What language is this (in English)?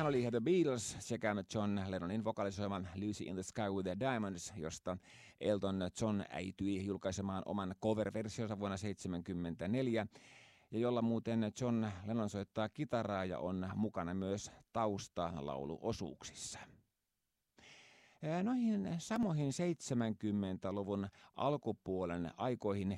Finnish